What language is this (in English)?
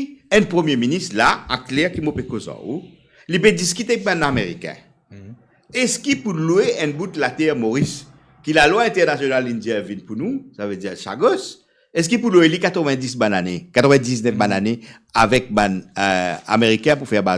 Morisyen